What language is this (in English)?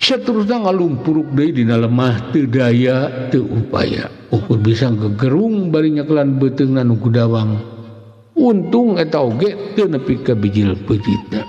Sundanese